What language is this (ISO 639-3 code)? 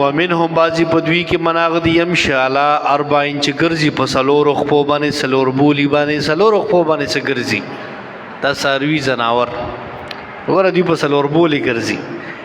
pus